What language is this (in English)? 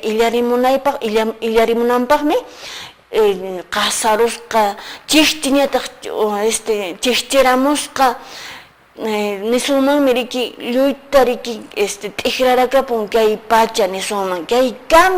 Quechua